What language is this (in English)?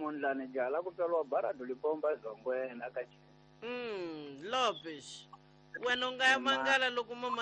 Tsonga